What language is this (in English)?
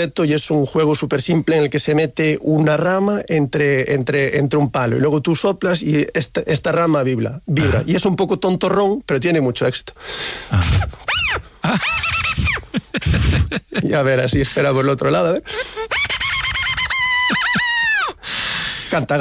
Spanish